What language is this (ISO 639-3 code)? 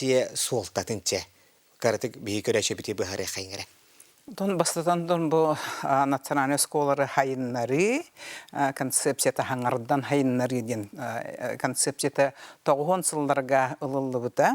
sah